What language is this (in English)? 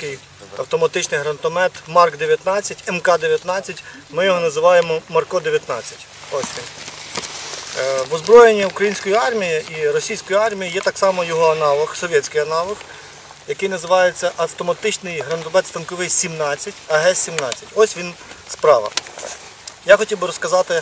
Ukrainian